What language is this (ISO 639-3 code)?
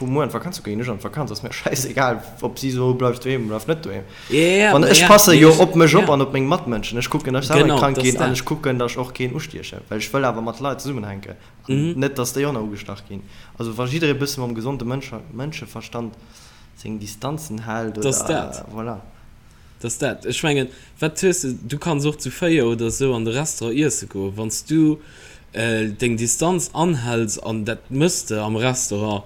ltz